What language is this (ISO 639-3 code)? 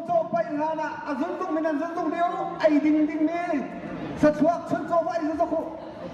cnh